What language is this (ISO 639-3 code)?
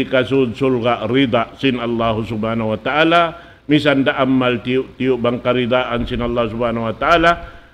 tsg